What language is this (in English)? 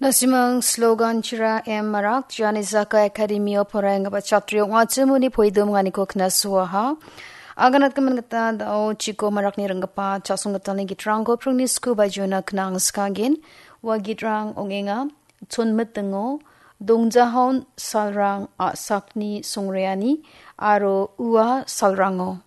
Garo